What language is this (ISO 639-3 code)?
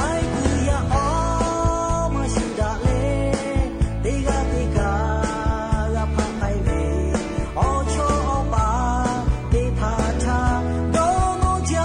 lhu